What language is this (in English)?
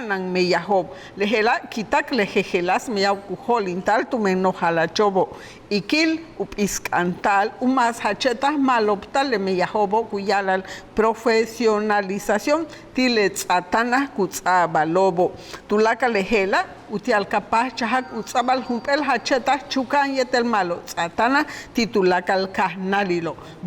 Yucateco